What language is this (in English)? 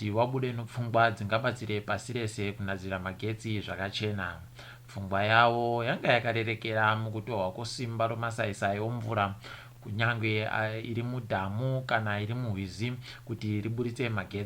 Ndau